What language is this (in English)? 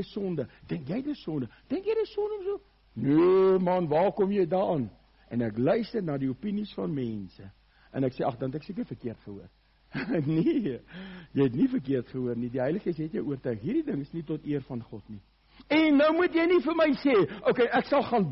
Afrikaans